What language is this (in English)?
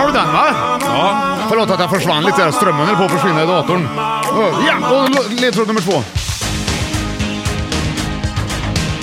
Swedish